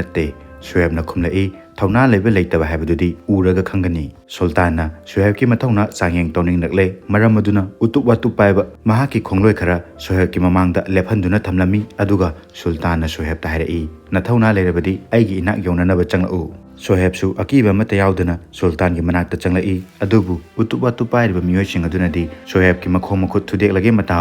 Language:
Manipuri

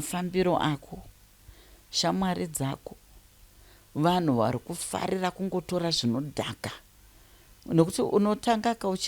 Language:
Shona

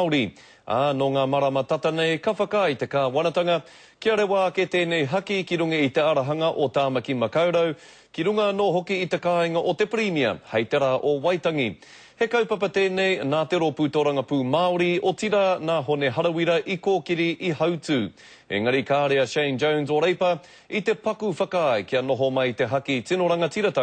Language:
Māori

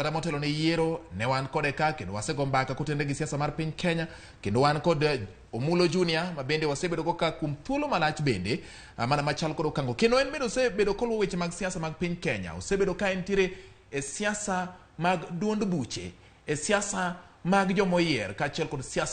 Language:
Luo (Kenya and Tanzania)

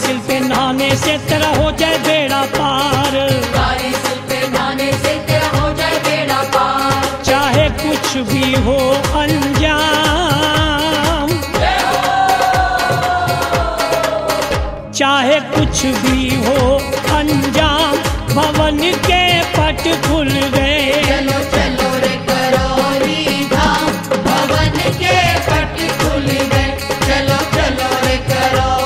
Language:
Hindi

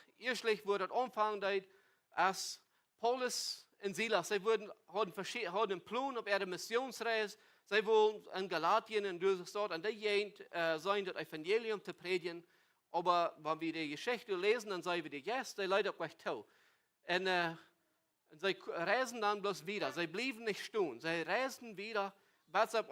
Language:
Plautdietsch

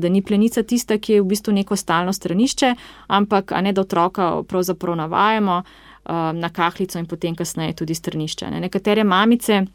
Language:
Slovenian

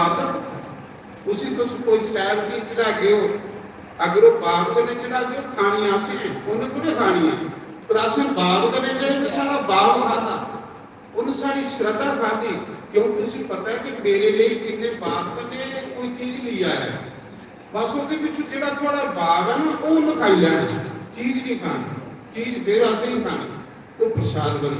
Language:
Dogri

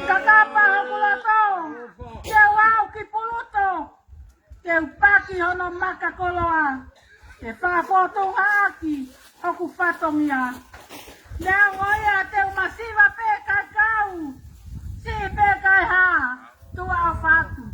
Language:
Tongan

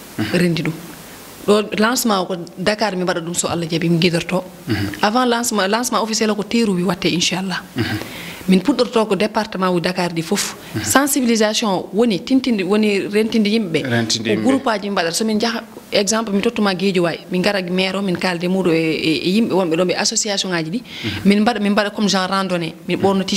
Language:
Fula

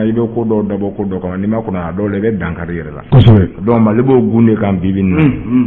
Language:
Bambara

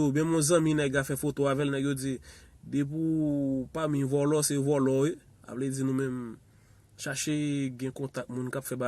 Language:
Haitian Creole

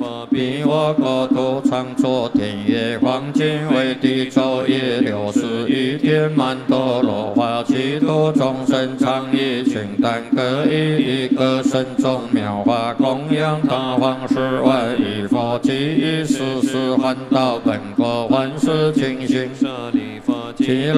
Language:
Chinese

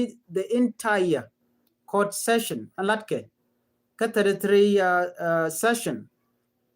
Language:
Nuer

